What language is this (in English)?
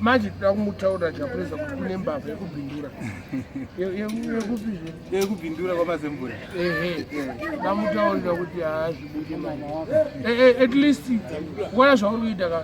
Shona